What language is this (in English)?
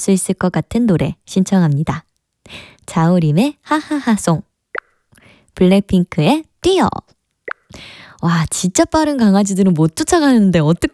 Korean